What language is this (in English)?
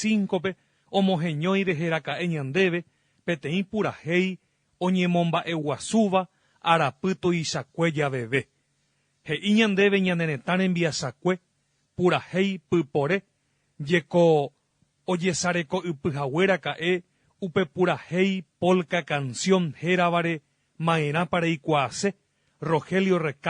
Guarani